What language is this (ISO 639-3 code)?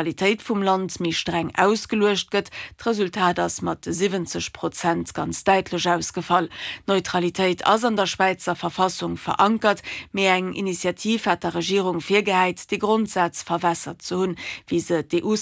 ltz